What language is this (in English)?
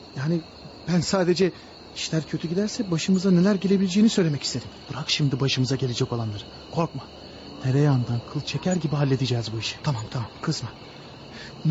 Turkish